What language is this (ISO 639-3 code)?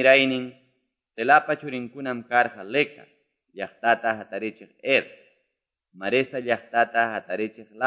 que